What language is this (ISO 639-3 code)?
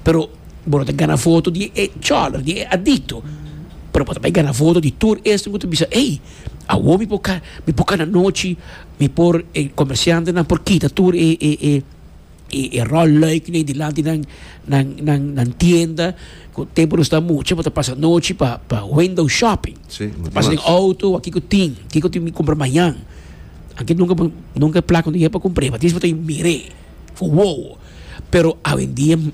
pap